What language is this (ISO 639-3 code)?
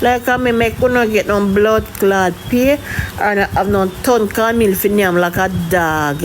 jam